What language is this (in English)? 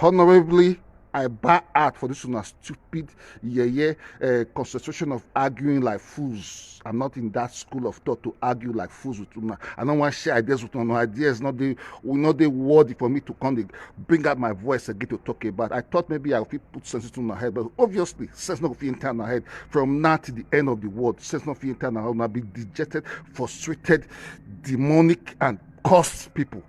Nigerian Pidgin